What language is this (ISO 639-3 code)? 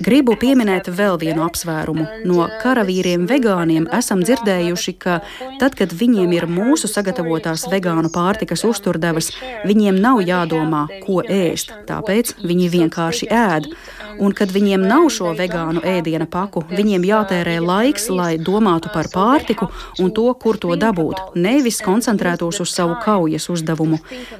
lav